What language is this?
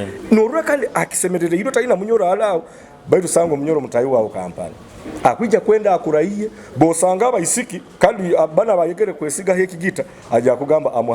Nyoro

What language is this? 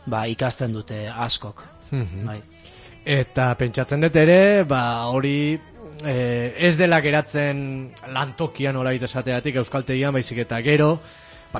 Basque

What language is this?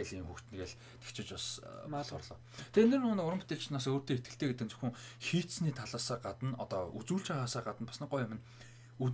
Mongolian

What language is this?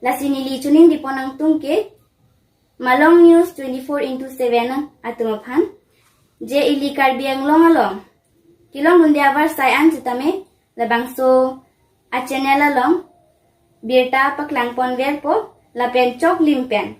Karbi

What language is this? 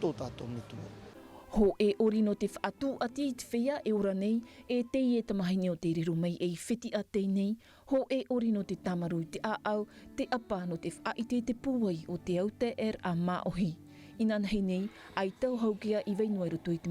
Tahitian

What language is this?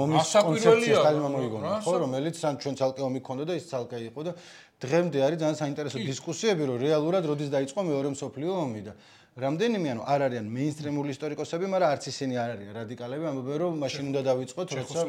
Georgian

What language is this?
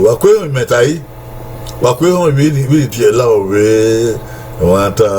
Bini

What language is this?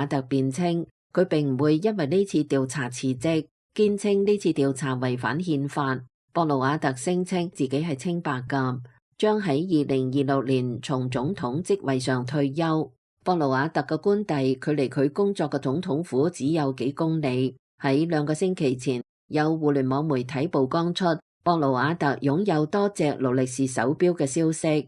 Cantonese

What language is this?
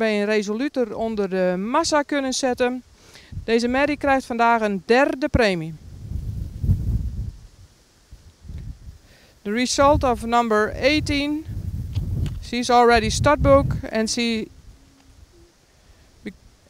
Dutch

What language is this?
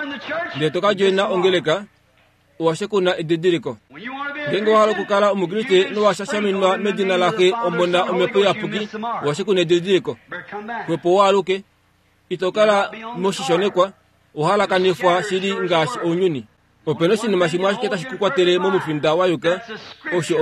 Kuanyama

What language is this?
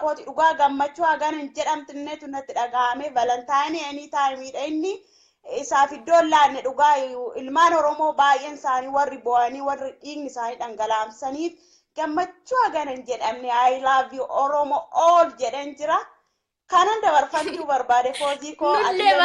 Oromo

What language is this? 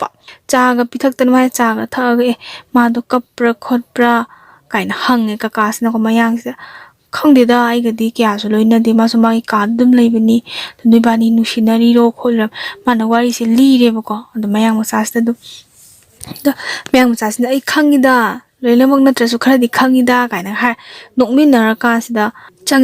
Manipuri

